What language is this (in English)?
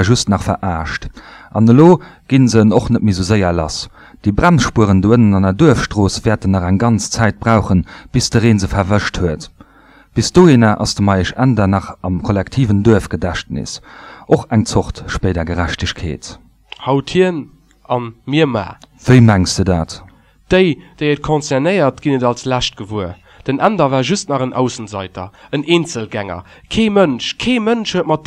Luxembourgish